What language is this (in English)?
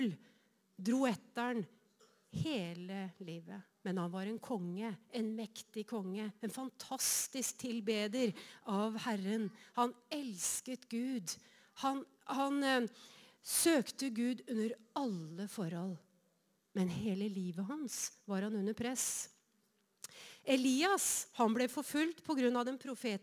Norwegian